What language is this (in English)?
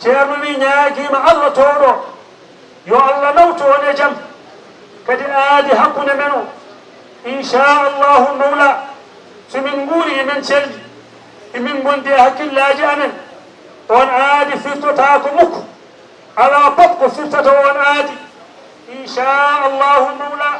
Fula